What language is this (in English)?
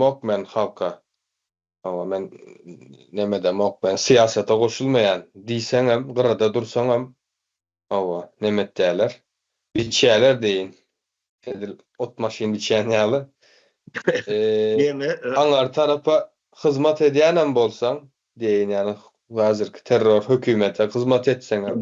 Turkmen